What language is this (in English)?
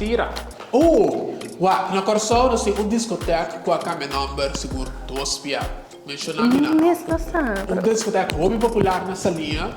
Papiamento